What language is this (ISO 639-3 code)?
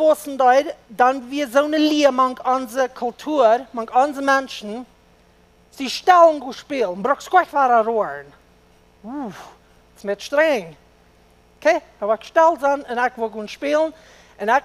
pdt